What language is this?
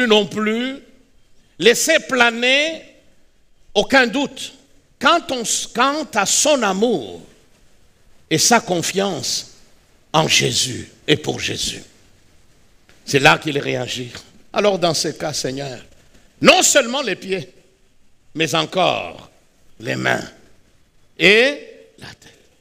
French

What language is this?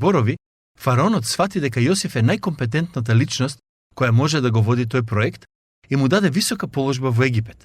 Macedonian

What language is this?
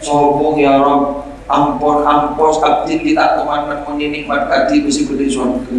Madurese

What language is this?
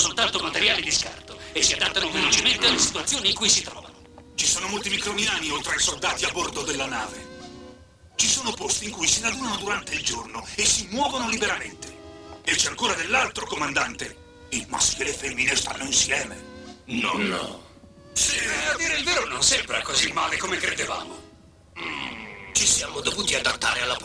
Italian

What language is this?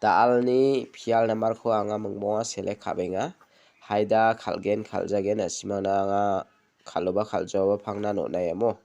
Garo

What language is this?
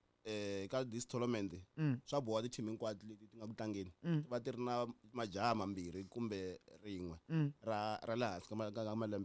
Tsonga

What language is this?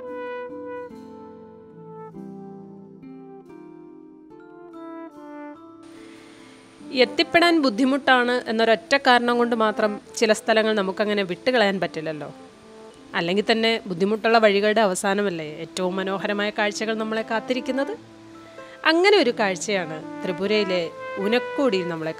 Malayalam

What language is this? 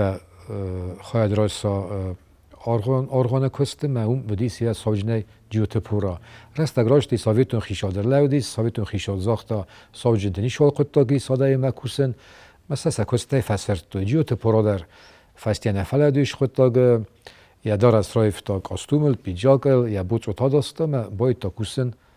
Ossetic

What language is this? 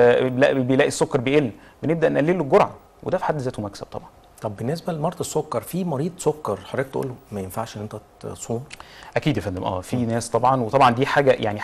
Egyptian Arabic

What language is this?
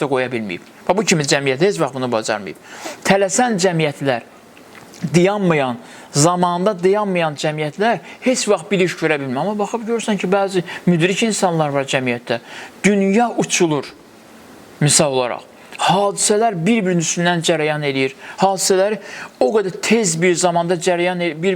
Azerbaijani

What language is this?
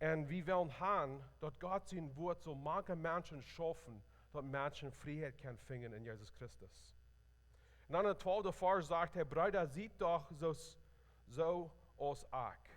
Plautdietsch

